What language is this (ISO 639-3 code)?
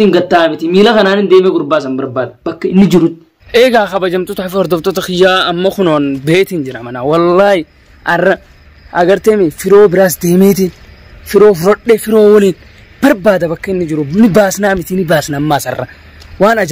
orm